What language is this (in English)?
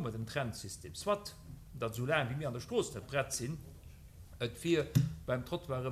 Luxembourgish